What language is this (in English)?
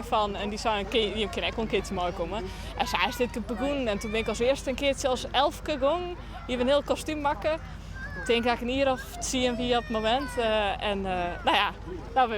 Western Frisian